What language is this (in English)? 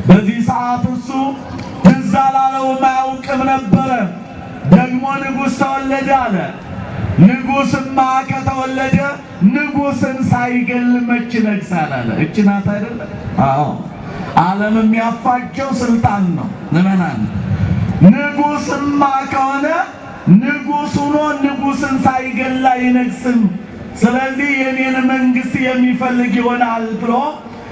Amharic